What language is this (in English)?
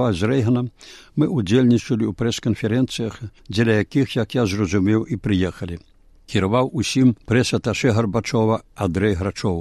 Belarusian